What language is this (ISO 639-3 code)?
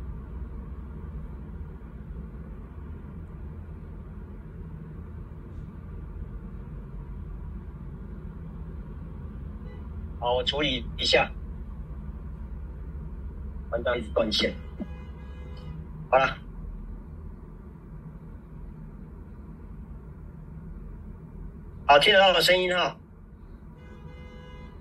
zho